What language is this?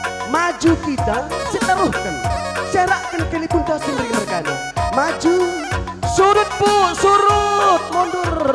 Batak Karo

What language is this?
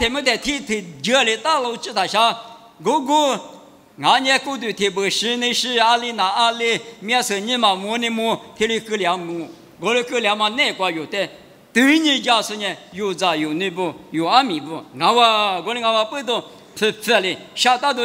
Lisu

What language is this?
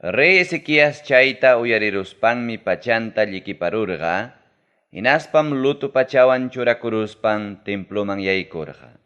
Ayacucho Quechua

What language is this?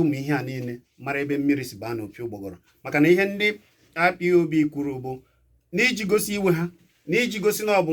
Igbo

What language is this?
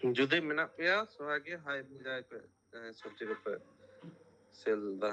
Santali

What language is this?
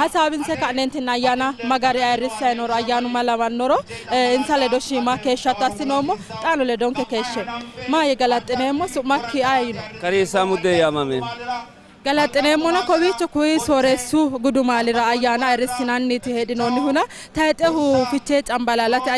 Sidamo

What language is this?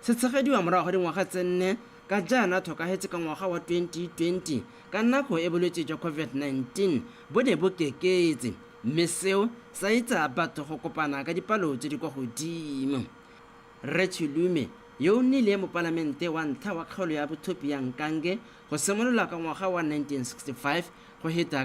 Tswana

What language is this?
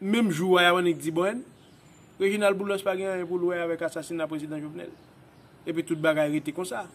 Haitian Creole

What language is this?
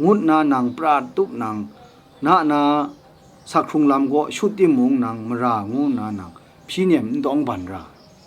Kachin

